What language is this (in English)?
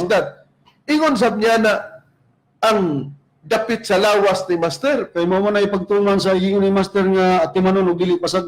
Cebuano